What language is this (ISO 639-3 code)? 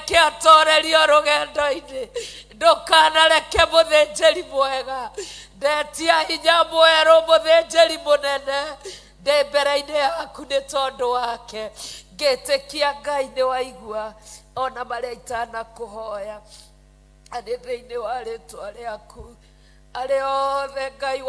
kik